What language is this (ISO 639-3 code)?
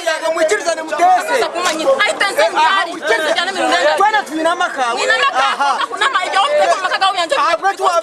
nyn